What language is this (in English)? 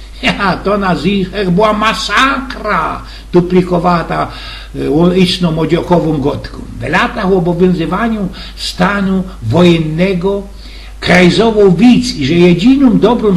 Silesian